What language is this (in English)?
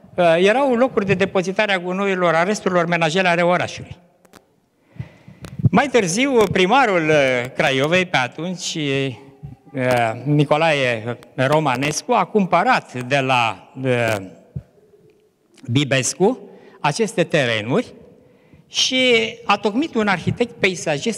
Romanian